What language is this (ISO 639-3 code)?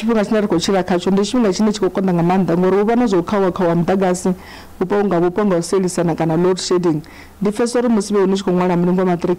ven